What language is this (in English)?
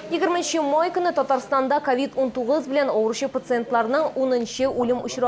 Tatar